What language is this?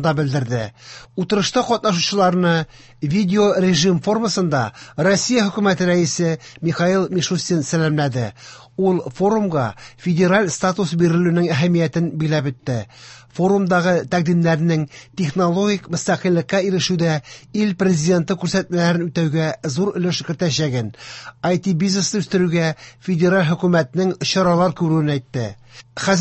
Tatar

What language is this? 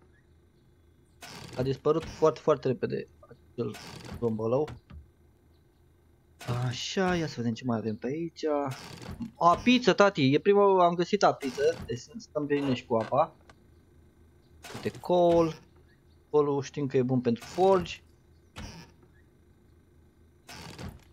Romanian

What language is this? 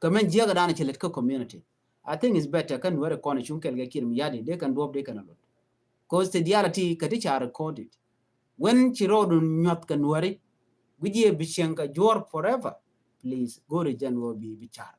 Nuer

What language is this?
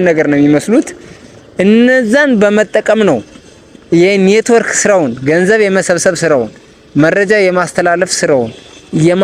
Amharic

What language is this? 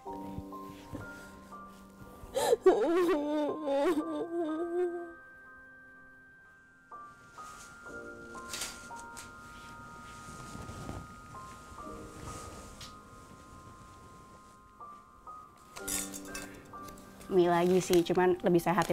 Indonesian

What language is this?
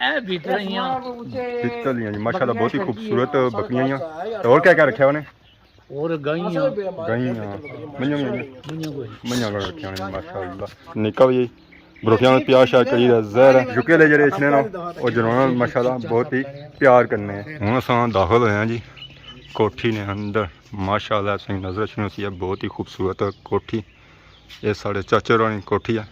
Pahari-Potwari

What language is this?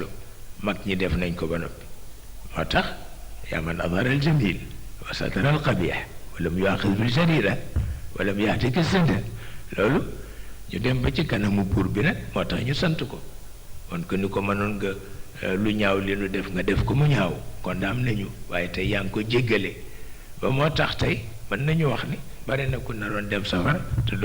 Wolof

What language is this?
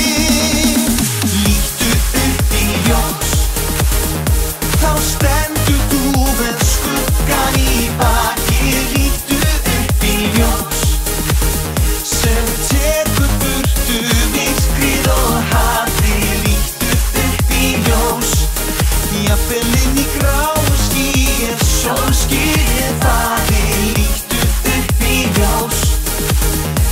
Icelandic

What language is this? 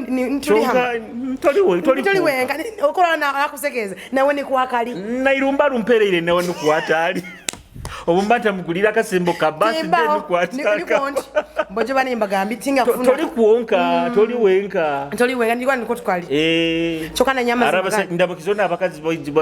Nyoro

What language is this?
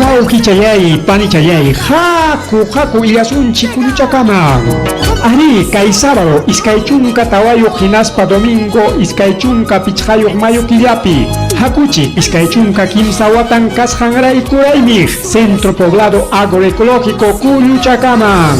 Ayacucho Quechua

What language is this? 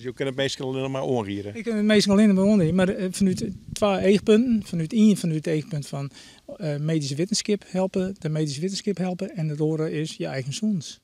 Western Frisian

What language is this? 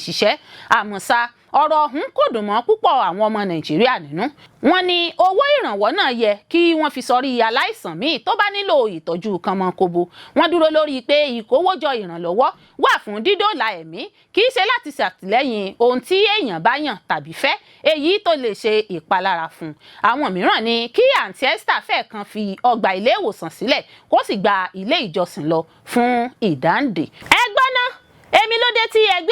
Yoruba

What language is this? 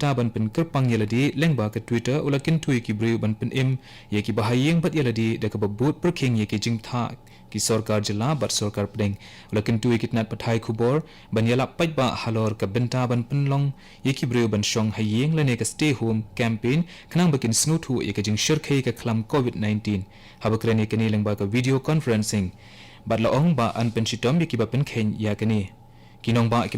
Khasi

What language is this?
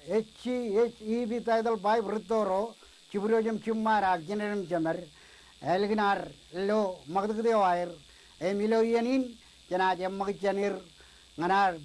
Marshallese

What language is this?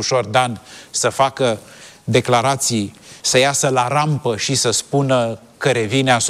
Romanian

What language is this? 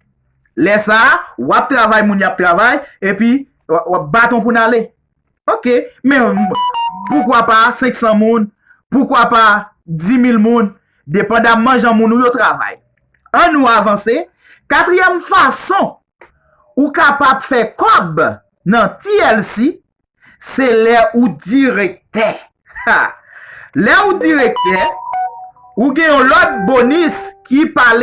Haitian Creole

